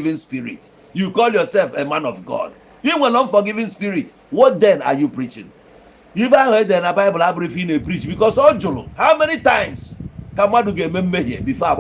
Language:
Igbo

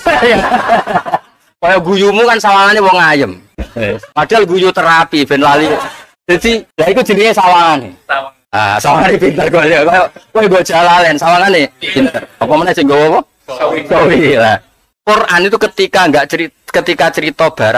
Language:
Javanese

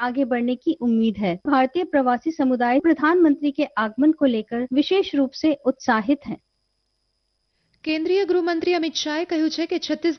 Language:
Gujarati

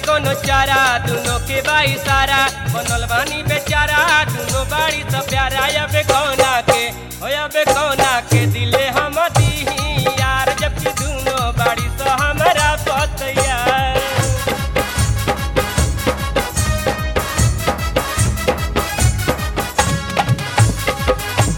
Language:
Bhojpuri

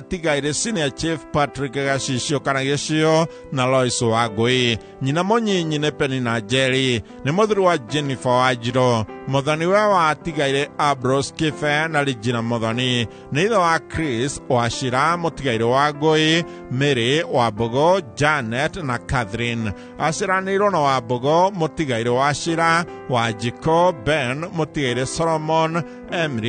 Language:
Kikuyu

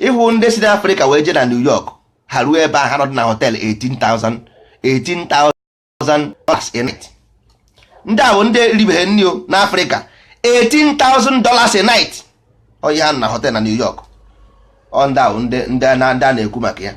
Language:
Igbo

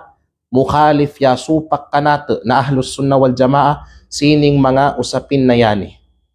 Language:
Kalagan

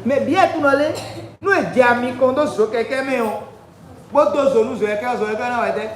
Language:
Fon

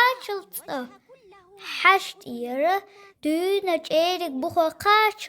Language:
Chechen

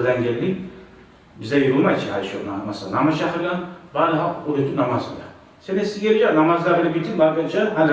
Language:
Kumyk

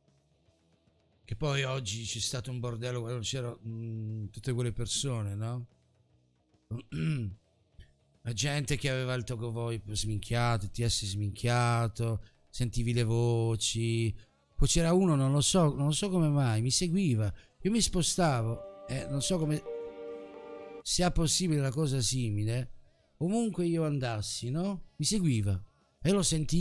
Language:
Italian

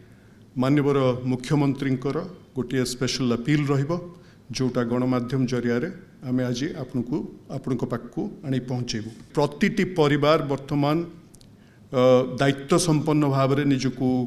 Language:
Odia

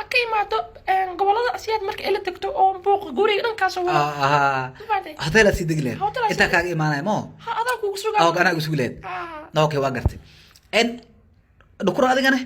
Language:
Somali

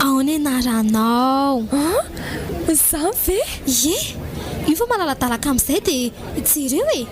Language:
Malagasy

